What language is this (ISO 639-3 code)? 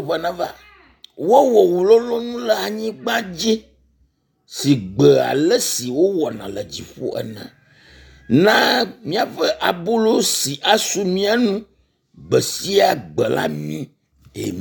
ewe